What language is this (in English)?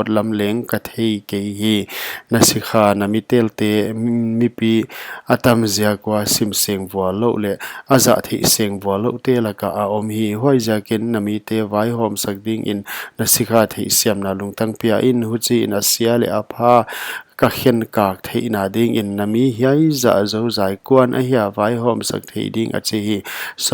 Paite Chin